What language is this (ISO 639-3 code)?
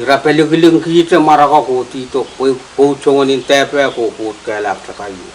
pon